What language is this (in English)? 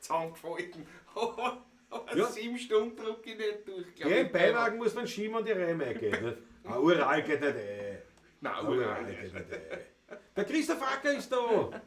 Bavarian